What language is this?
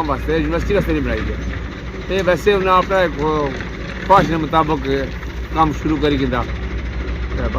Pahari-Potwari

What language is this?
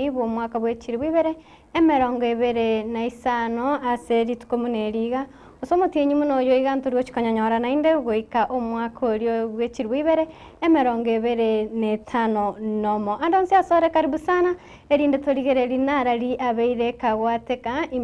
Gusii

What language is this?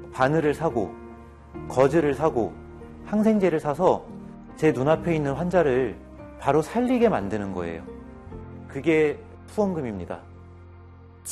Korean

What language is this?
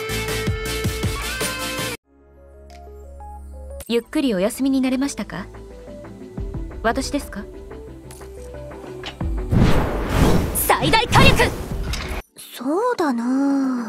Japanese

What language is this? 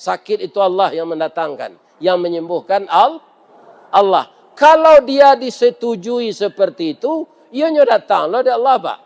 Minangkabau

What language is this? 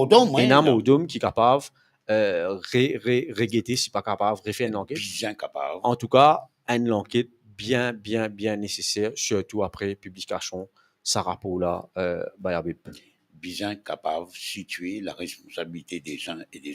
Morisyen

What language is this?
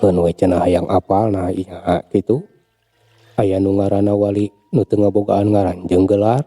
Sundanese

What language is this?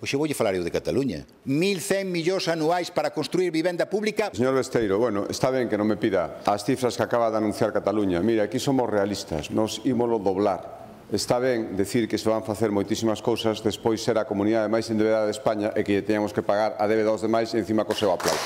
Galician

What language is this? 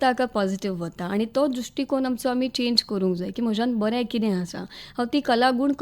Konkani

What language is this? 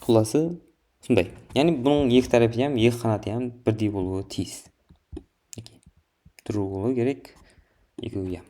Kara-Kalpak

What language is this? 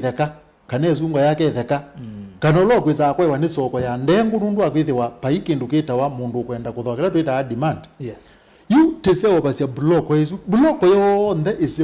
Kamba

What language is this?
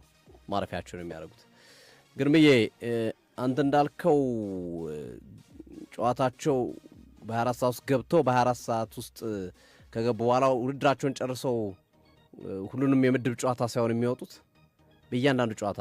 Amharic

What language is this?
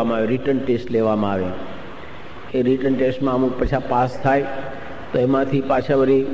Gujarati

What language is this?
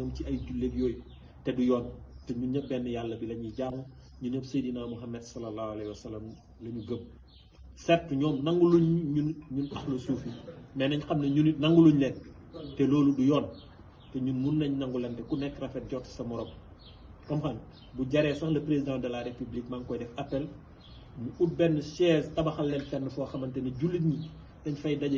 Wolof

